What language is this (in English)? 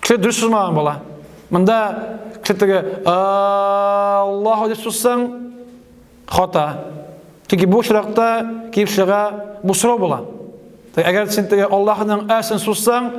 Tatar